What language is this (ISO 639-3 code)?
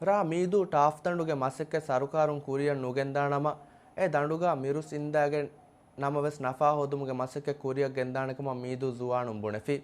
div